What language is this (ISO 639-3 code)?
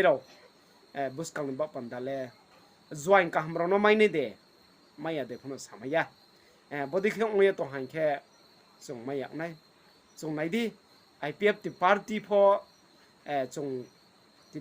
ria